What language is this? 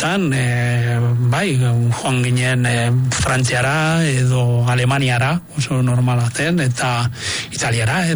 Basque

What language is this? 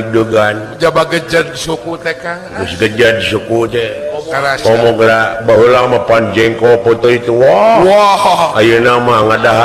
Sundanese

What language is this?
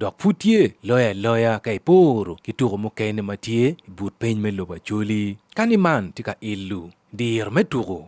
Acoli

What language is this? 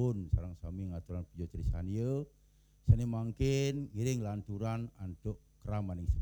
Balinese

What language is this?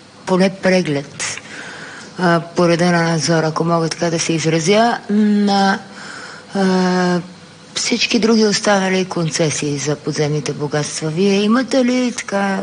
Bulgarian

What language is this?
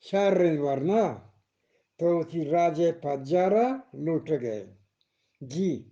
Eastern Balochi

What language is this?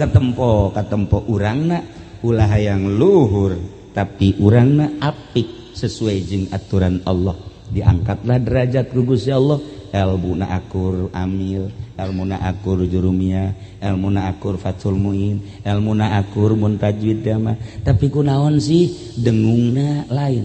Sundanese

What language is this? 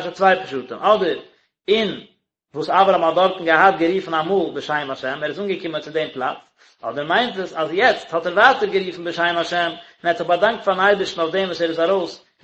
Yiddish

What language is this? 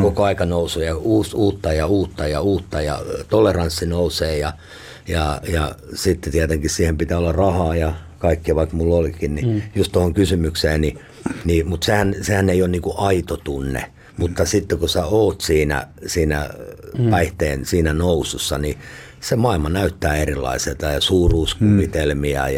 Finnish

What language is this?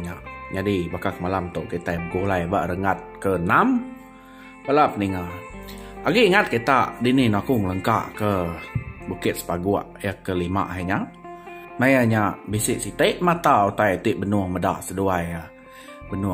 Iban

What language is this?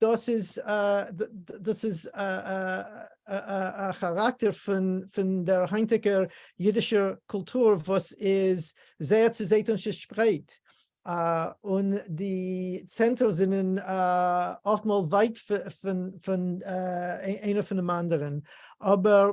Yiddish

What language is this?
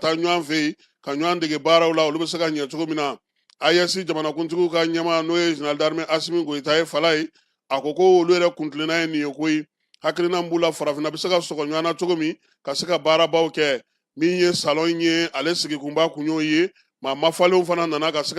Bambara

